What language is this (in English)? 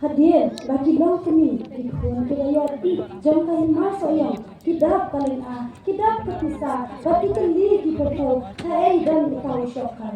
Khasi